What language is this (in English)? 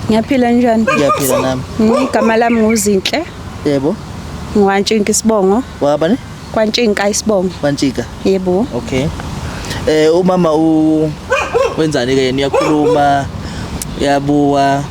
Zulu